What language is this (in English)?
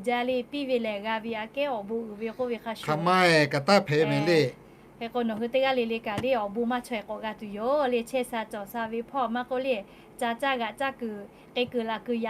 Lahu